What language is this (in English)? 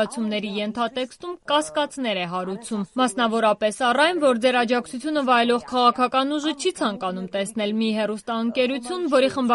Armenian